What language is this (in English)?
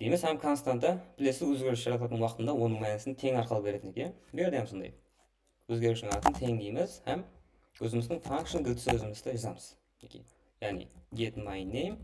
Kara-Kalpak